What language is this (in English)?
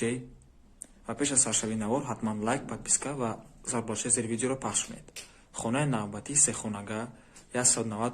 Tajik